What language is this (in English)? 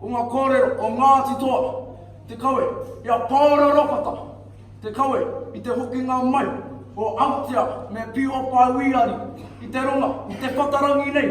Māori